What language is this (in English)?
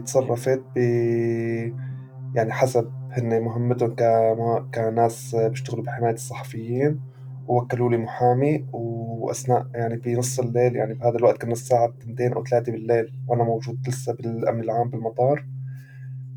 North Levantine Arabic